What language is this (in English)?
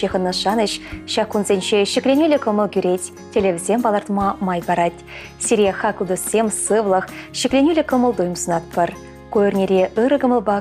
Chuvash